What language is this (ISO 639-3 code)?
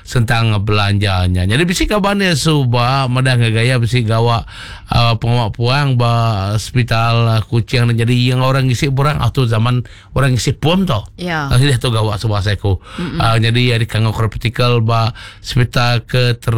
iba